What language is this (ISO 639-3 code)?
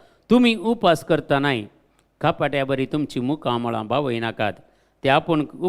kok